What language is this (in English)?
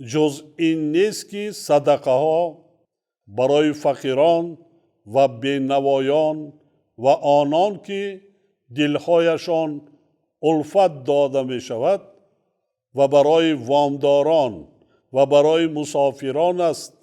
Tajik